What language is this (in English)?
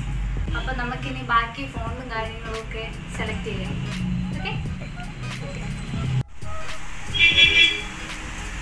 Malayalam